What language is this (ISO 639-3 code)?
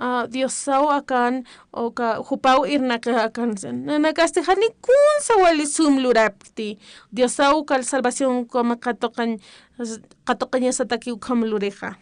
aym